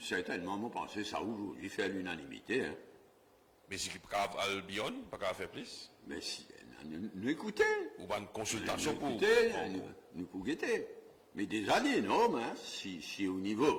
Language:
Morisyen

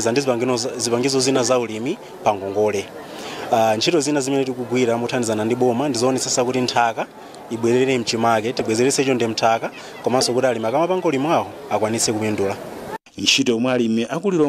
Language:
Nyanja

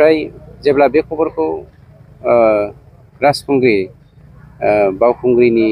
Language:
Bodo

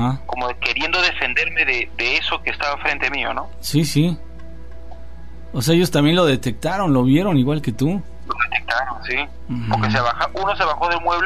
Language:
Spanish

